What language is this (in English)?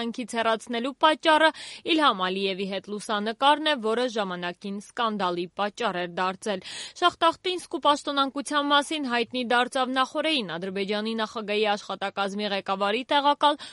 Armenian